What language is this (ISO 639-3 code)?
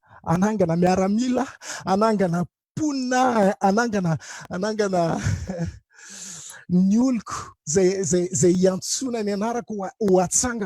mlg